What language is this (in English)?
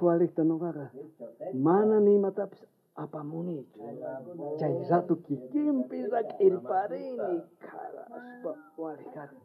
South Bolivian Quechua